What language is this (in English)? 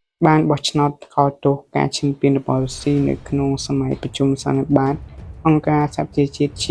Khmer